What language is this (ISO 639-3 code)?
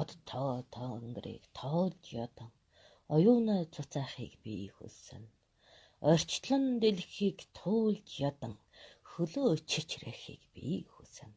mon